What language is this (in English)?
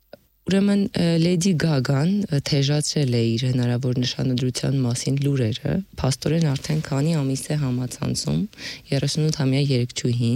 Armenian